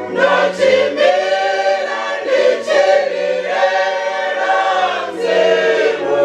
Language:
Venda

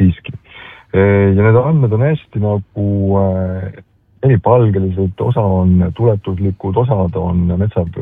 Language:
Estonian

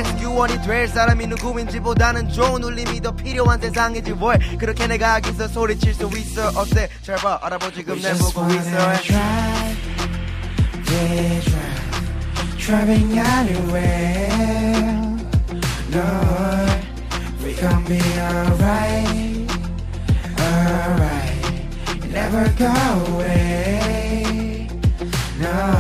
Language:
Korean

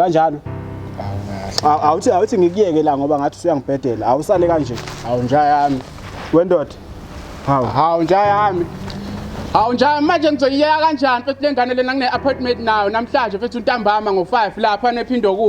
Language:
Zulu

